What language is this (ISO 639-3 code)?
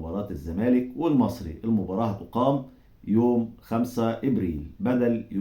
arz